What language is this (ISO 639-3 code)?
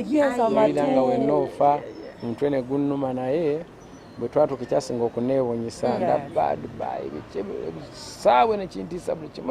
lug